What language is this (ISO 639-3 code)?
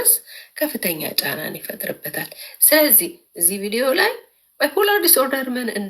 amh